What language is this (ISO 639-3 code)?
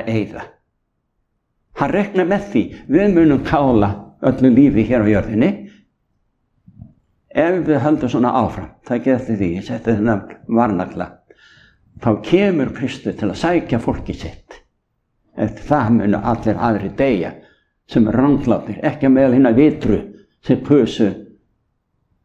isl